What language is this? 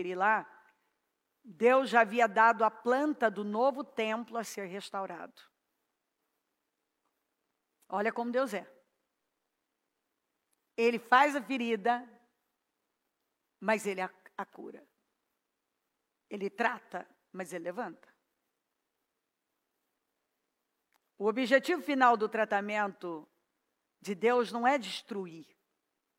Portuguese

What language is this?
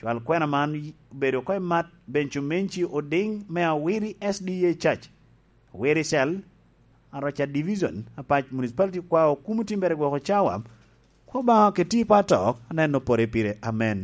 Lango (Uganda)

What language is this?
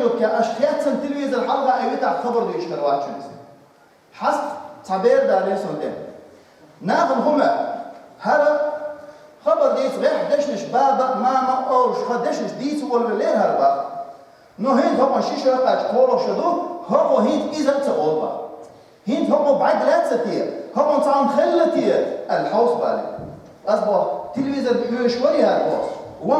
Chechen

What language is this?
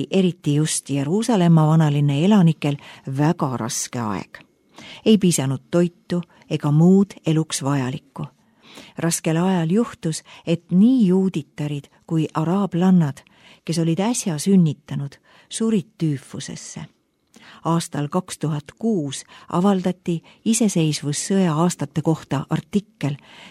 Estonian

